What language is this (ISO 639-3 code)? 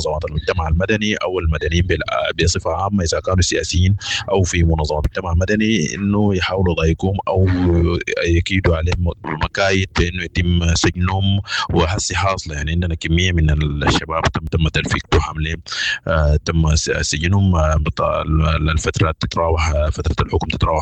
apd